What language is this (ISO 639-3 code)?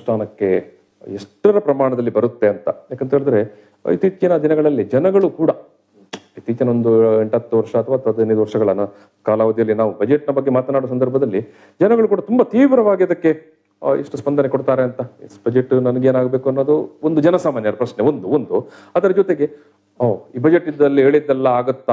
kan